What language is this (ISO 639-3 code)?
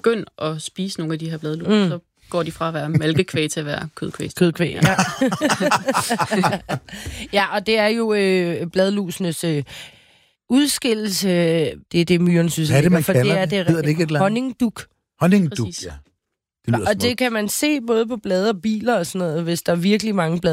dan